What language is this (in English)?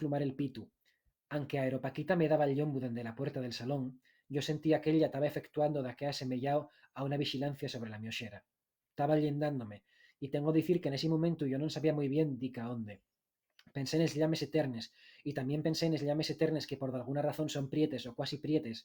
Asturian